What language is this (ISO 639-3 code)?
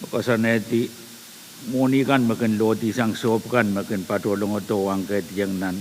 pon